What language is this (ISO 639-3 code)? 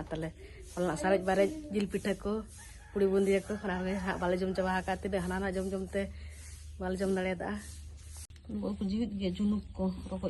sat